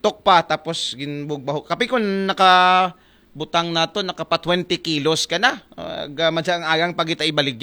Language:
Aklanon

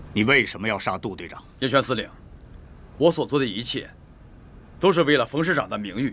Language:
Chinese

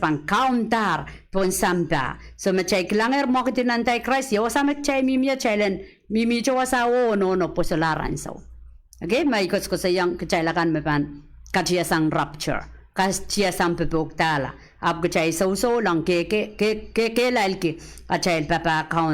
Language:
Pohnpeian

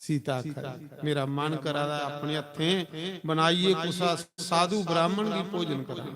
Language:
Dogri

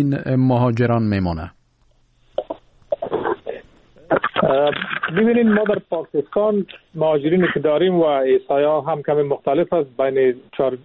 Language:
Persian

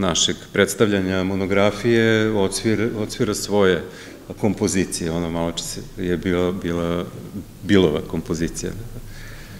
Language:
Serbian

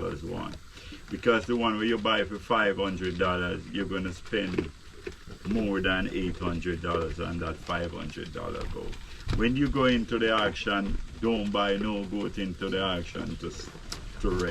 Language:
Jamaican Creole English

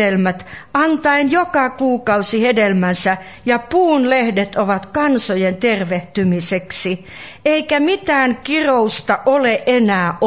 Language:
Finnish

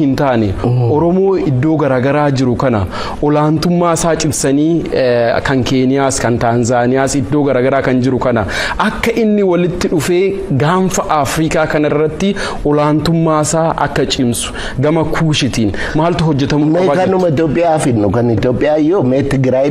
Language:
Oromo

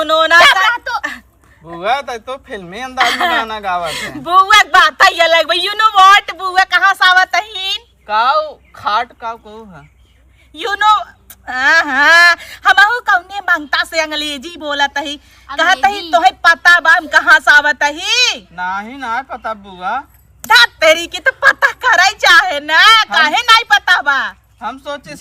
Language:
Awadhi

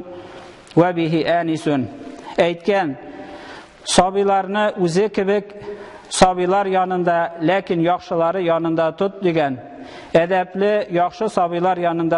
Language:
Tatar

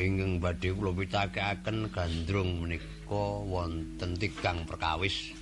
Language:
Javanese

